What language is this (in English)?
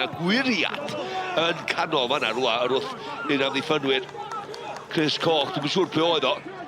Welsh